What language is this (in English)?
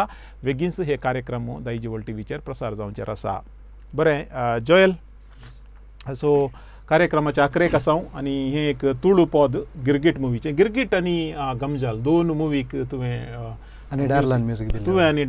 Konkani